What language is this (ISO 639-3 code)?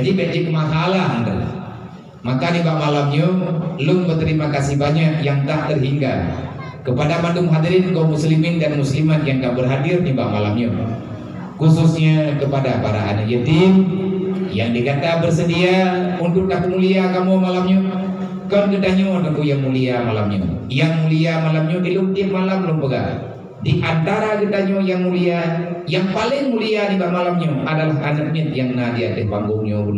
ace